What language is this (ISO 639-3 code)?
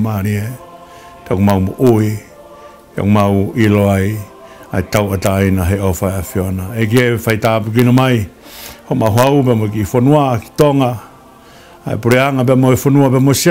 ton